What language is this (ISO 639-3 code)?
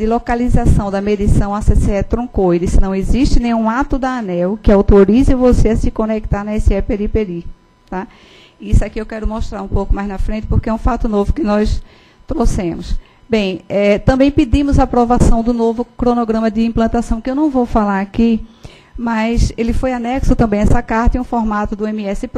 por